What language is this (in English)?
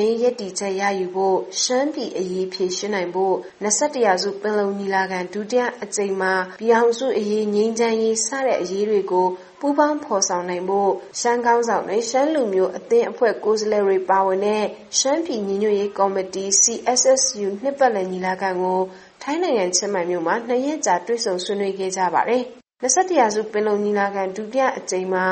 Burmese